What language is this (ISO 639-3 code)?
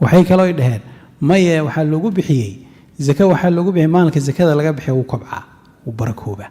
som